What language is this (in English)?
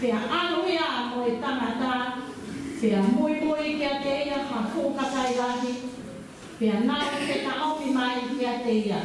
Tongan